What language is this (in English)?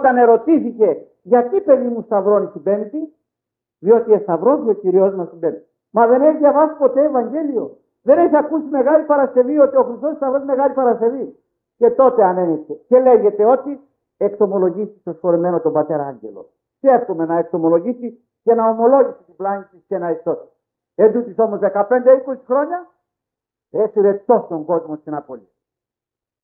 Greek